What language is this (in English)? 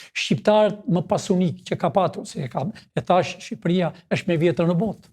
Albanian